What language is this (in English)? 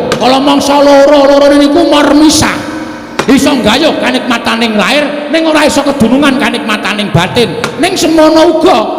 Javanese